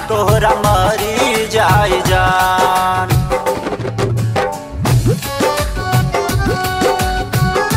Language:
Bhojpuri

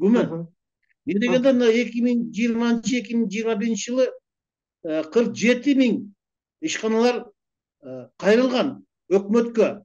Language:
Kyrgyz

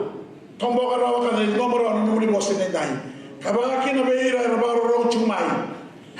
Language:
Fijian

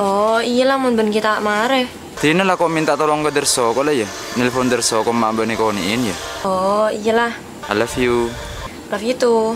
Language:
Madurese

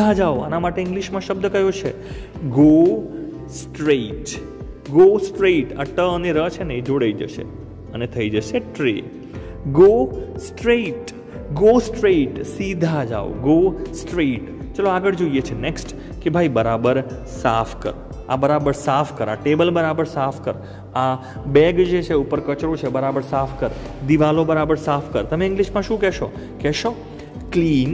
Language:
Gujarati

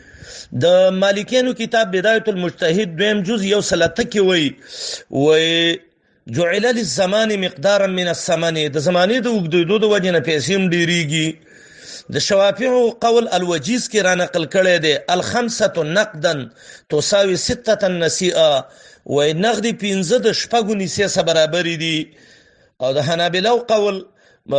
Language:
Pashto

